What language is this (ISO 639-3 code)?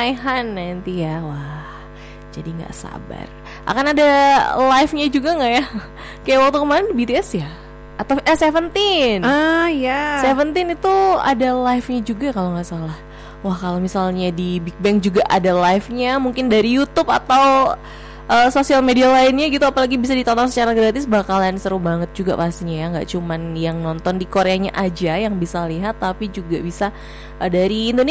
ind